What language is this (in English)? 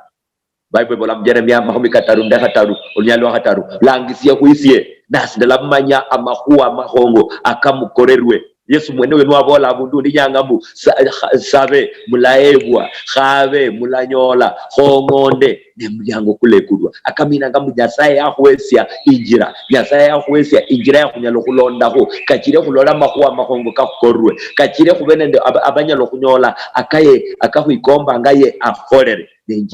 Luyia